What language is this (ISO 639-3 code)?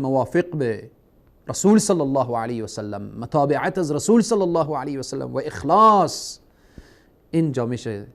fas